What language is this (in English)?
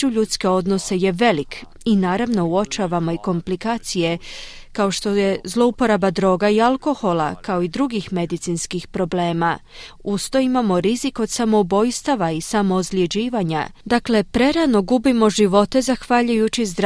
Croatian